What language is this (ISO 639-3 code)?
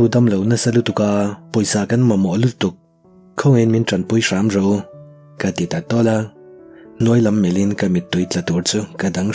lus